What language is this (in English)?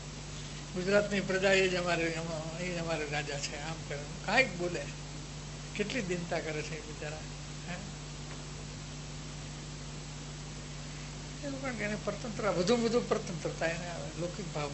Gujarati